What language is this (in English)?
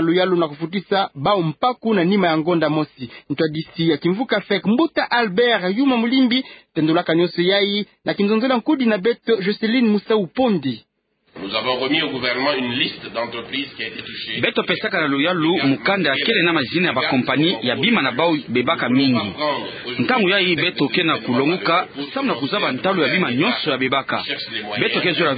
Kituba (Democratic Republic of Congo)